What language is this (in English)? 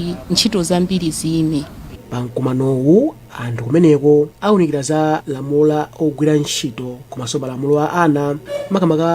Nyanja